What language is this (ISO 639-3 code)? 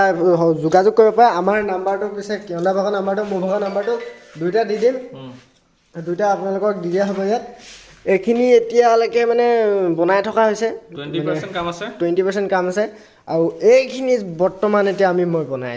asm